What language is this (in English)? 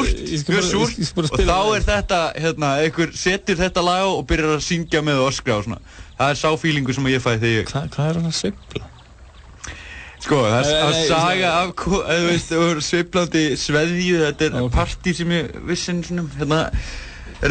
Icelandic